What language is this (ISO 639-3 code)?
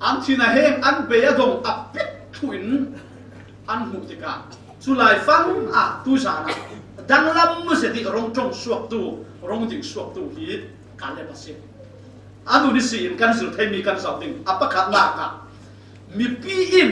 cfm